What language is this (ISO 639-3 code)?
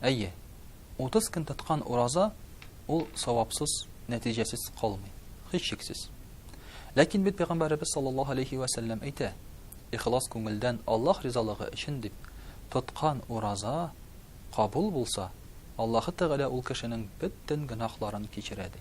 tat